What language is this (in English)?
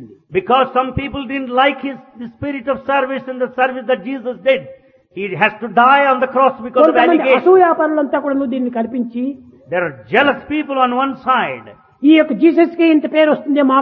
Telugu